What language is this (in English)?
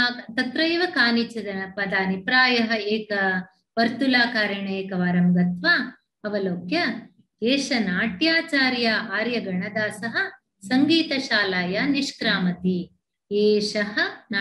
Sanskrit